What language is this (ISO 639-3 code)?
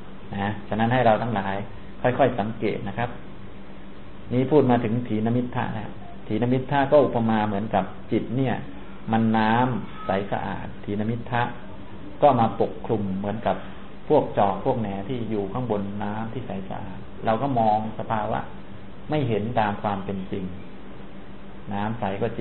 tha